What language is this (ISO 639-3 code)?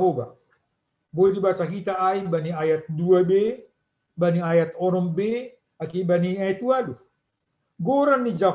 bts